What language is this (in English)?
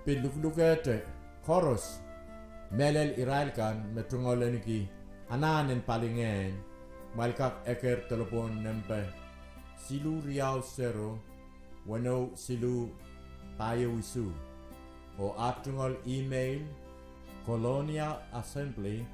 Pohnpeian